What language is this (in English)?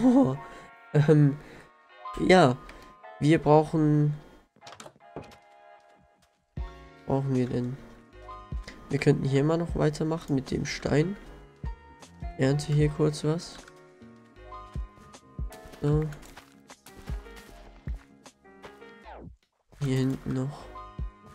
German